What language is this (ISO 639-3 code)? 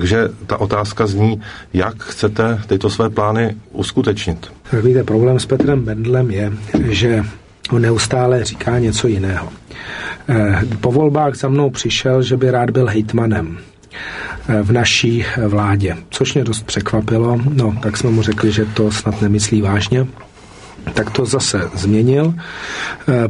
ces